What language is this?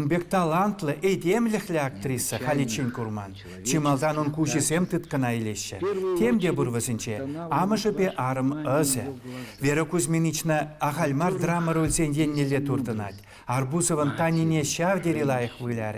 Chuvash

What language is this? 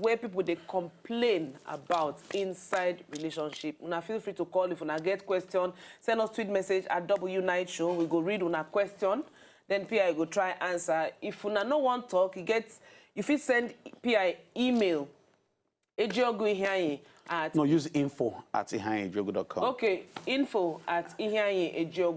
Nigerian Pidgin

